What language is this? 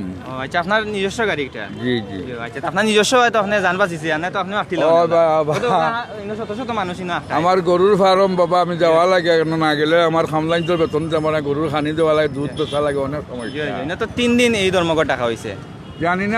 Sylheti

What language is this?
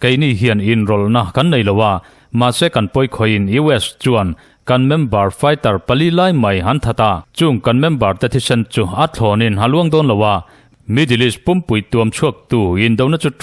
Mizo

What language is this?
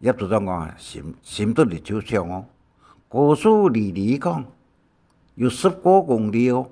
Hakka Chinese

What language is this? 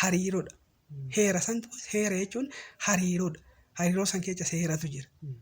Oromo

